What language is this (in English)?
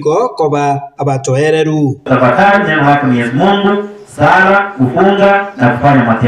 Gusii